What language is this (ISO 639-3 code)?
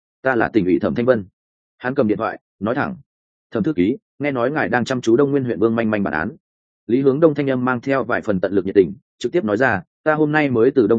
vie